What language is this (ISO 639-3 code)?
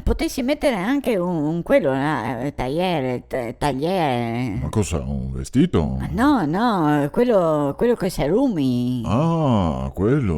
vec